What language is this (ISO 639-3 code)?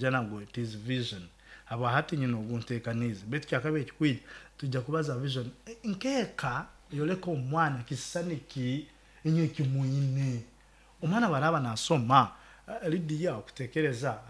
nyo